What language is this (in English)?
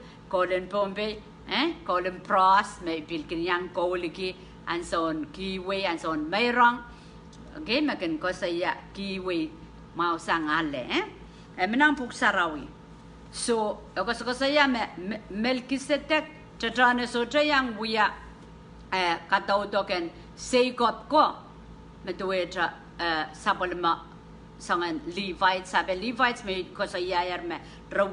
Pohnpeian